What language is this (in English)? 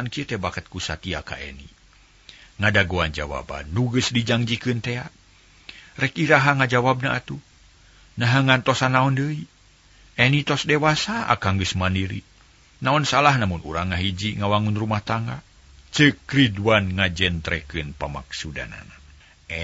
Sundanese